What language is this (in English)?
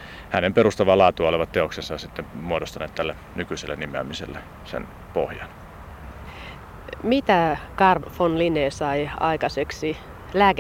Finnish